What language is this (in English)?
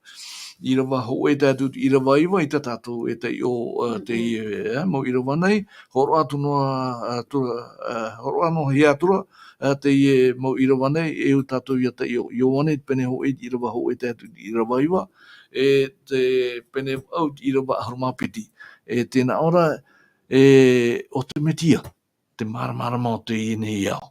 Tahitian